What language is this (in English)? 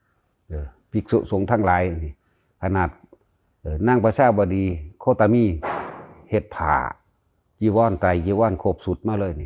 Lao